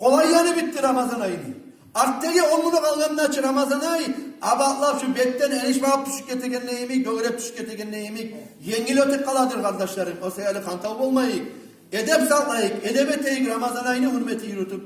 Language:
Kumyk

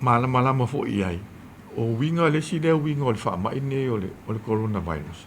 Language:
Samoan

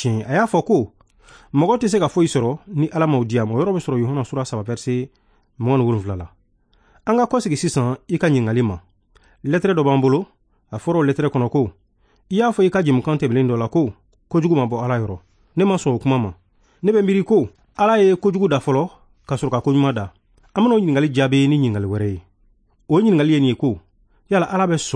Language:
Bambara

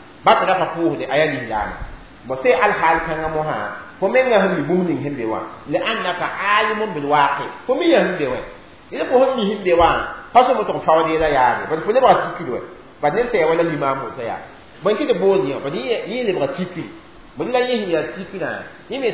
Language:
Mossi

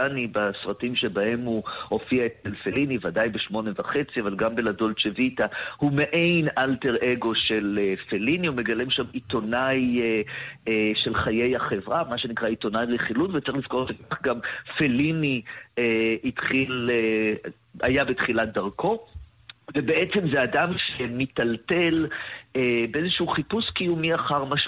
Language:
Hebrew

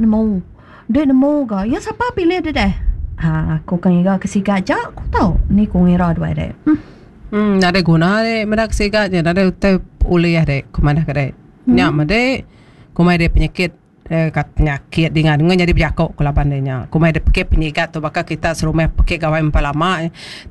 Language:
Iban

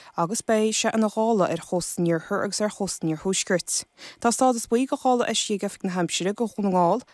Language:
Irish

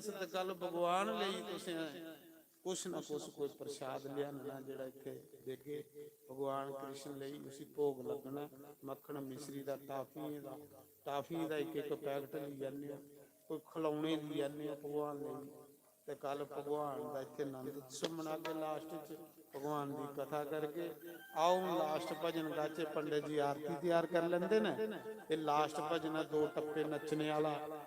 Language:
Dogri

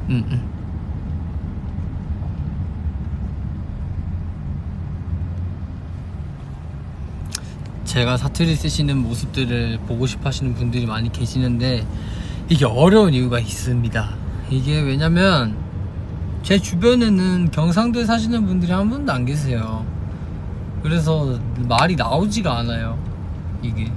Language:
Korean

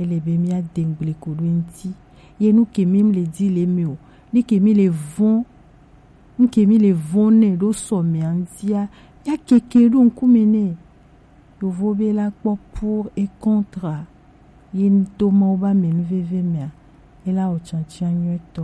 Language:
Gen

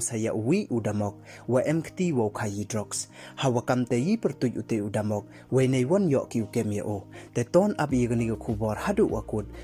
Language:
Pnar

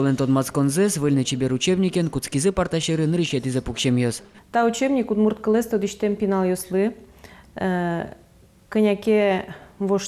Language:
Udmurt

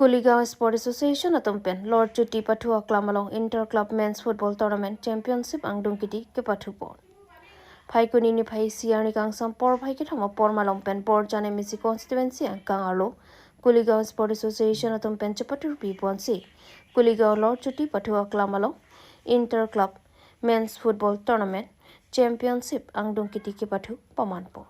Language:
Karbi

